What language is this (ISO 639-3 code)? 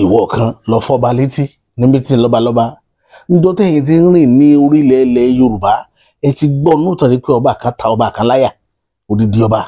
yor